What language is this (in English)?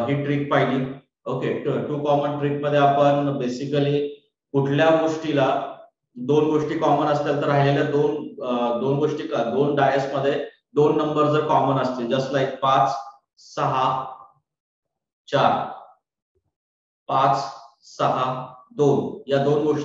Marathi